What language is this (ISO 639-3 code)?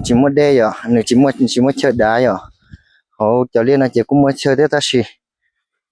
hmn